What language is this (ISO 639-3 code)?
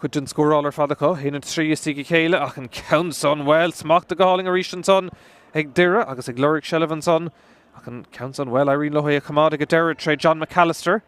gle